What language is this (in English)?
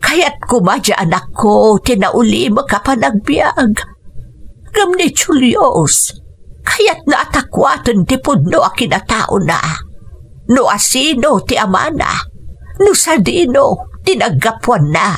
Iloko